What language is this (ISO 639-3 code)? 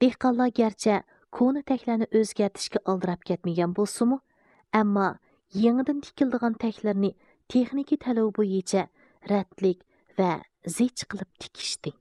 uig